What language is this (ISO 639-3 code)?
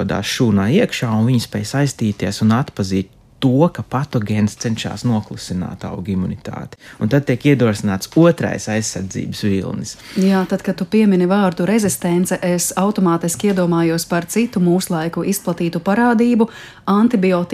lav